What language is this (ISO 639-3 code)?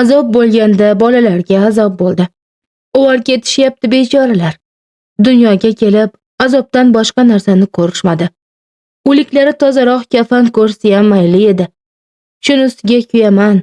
uzb